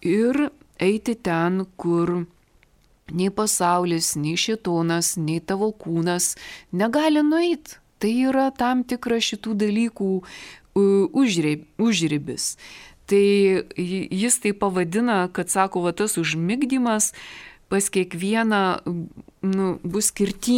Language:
Lithuanian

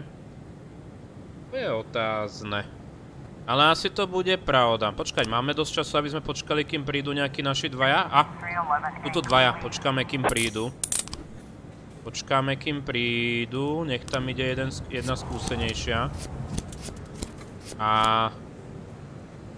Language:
Slovak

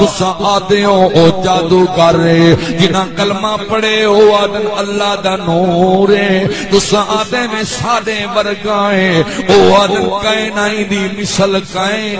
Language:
Saraiki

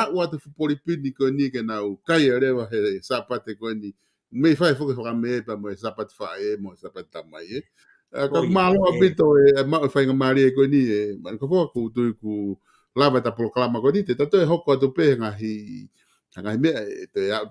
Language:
Tongan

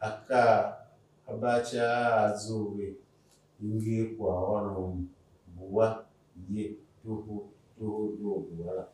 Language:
Tiv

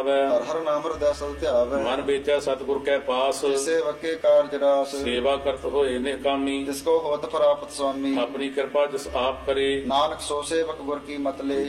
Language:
Punjabi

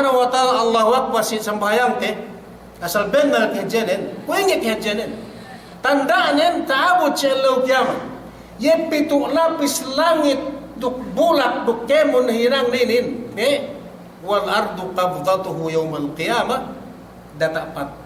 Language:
Yakan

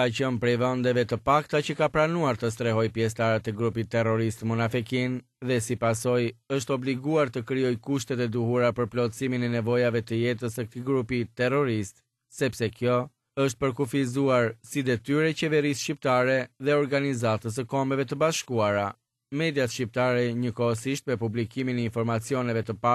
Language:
Albanian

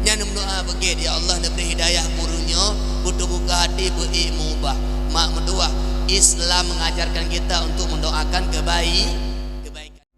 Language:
Achinese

